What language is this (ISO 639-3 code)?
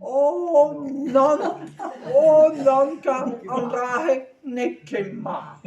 bre